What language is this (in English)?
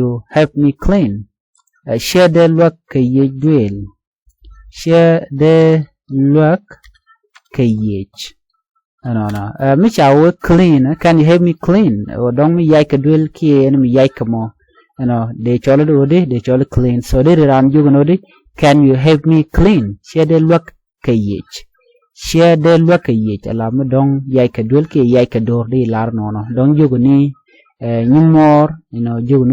Nuer